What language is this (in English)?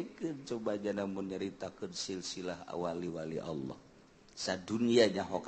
Sundanese